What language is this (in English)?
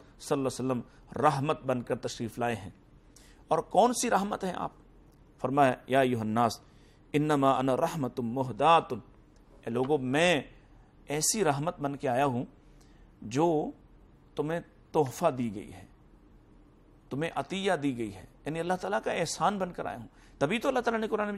Urdu